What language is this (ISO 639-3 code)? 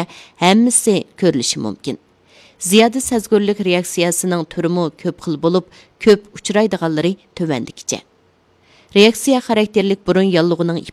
uig